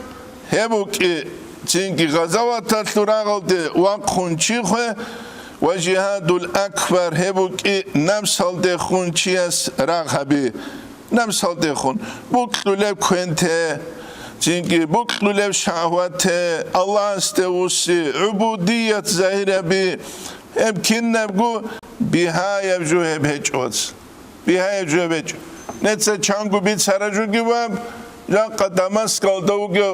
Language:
Avaric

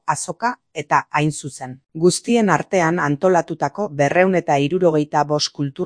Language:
Basque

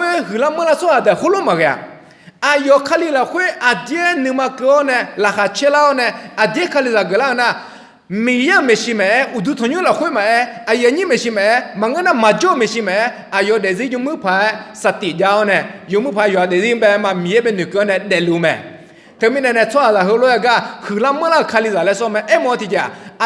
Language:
Akha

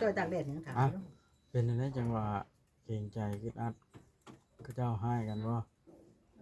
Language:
Northeastern Thai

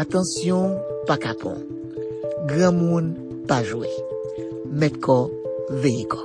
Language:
Haitian Creole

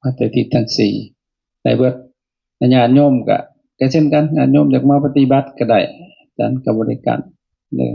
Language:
Lao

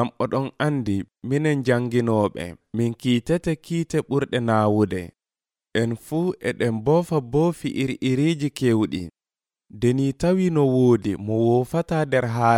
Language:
Nigerian Fulfulde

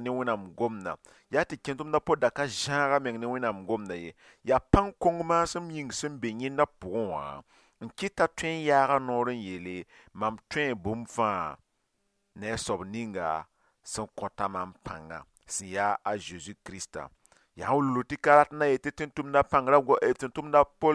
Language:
Mossi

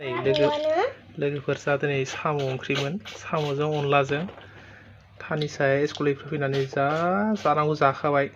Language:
Bodo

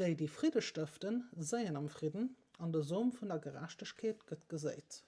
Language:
Luxembourgish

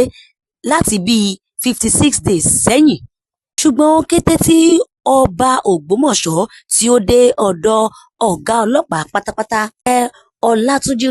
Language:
Yoruba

